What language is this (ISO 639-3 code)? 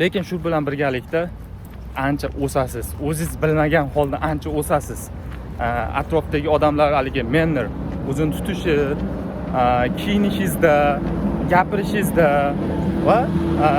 uzb